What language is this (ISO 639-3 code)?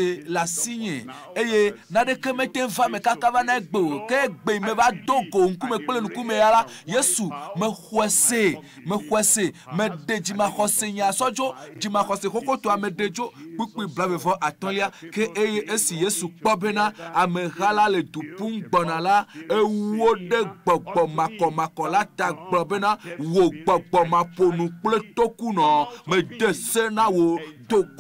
ewe